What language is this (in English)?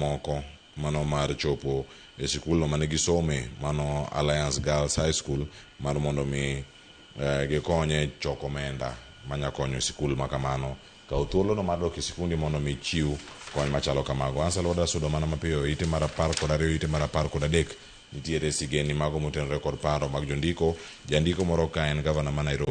Luo (Kenya and Tanzania)